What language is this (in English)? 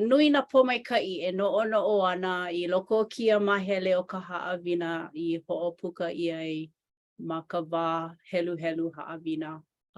Hawaiian